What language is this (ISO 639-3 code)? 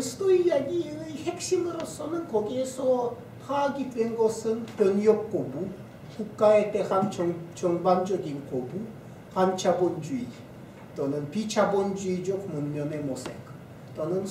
kor